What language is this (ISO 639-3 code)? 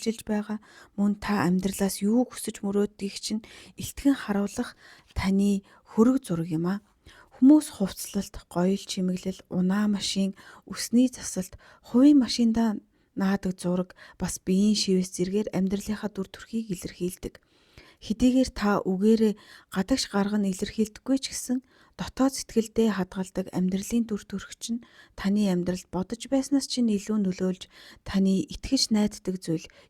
mon